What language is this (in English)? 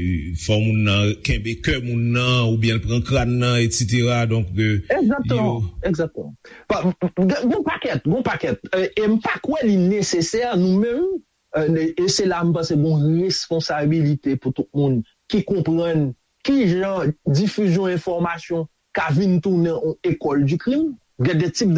Haitian Creole